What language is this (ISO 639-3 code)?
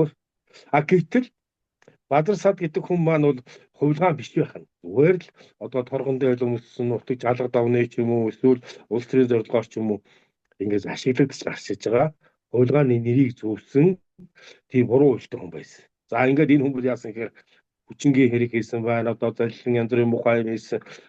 mon